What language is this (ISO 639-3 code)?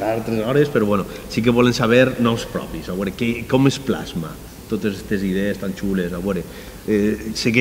cat